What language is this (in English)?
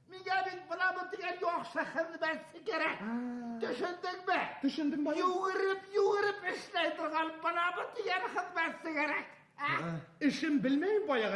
Bashkir